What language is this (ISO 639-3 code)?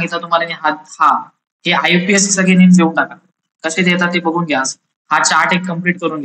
mar